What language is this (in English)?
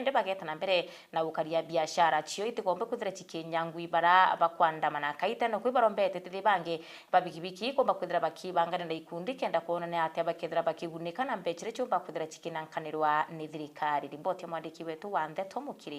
Meru